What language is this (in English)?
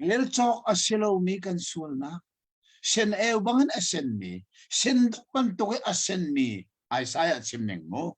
Hakha Chin